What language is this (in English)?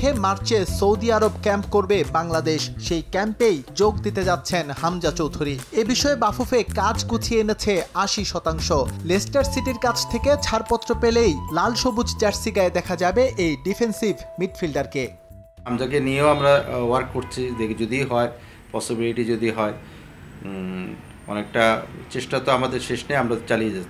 Bangla